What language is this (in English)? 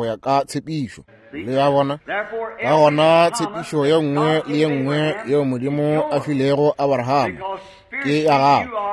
Northern Sotho